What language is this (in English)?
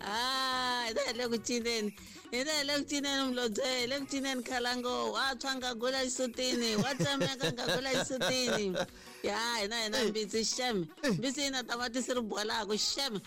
Tsonga